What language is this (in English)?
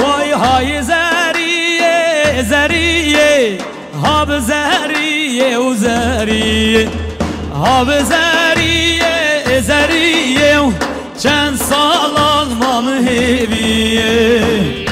Kurdish